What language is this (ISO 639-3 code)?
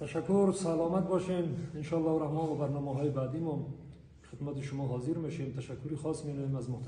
fas